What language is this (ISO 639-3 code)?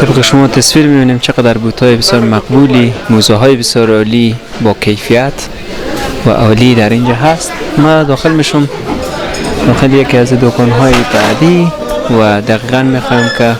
fas